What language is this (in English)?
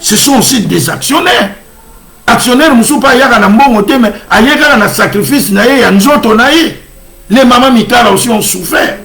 Lingala